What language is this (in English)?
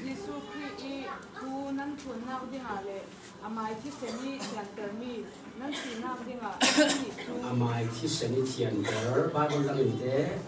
Falam Chin